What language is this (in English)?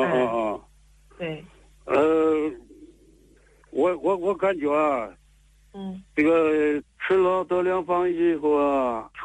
Chinese